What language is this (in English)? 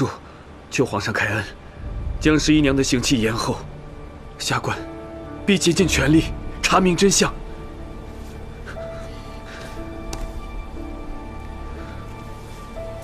Chinese